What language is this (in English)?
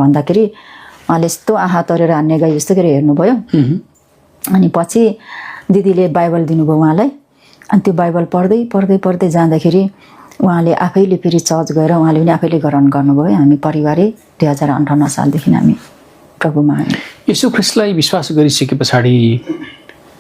Nepali